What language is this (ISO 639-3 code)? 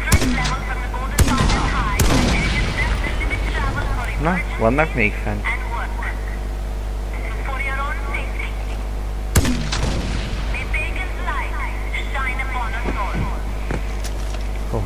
hun